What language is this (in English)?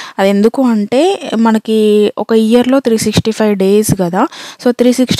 Telugu